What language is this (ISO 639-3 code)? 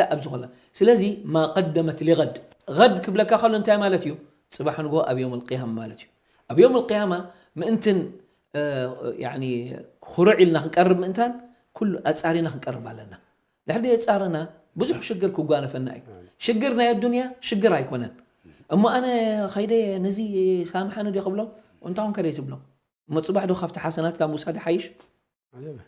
tir